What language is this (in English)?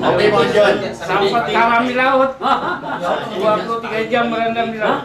Banjar